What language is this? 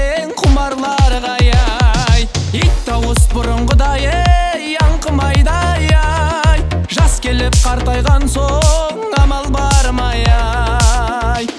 Kazakh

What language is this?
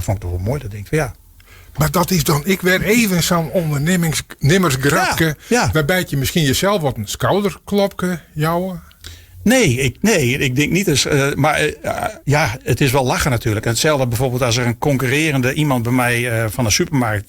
Western Frisian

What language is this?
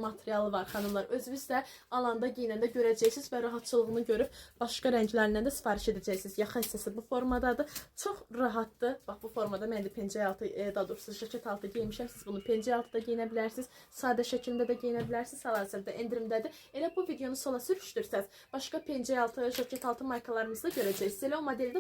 Azerbaijani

